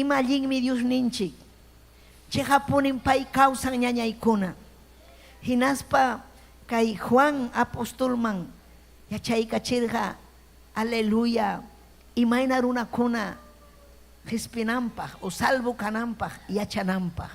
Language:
Ayacucho Quechua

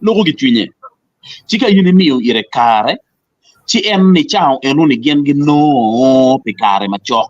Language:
Acoli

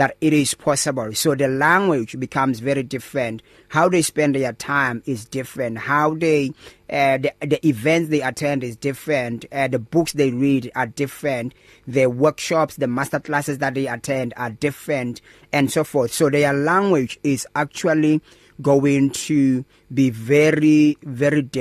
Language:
English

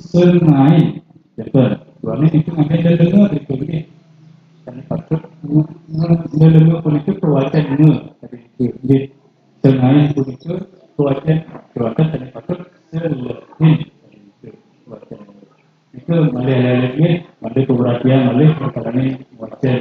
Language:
Balinese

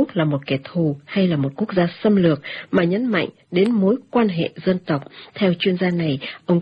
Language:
Vietnamese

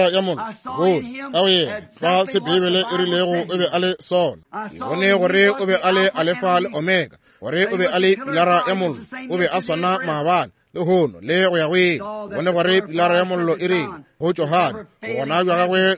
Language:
Northern Sotho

